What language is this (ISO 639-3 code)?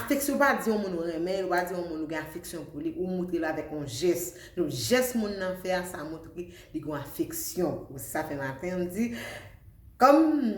hat